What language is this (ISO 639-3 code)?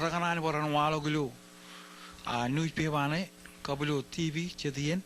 mah